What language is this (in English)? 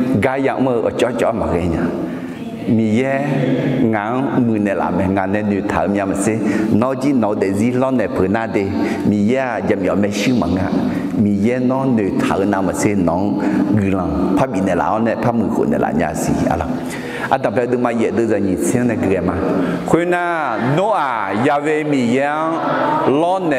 Akha